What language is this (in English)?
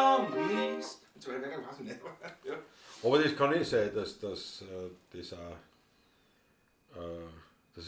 Bavarian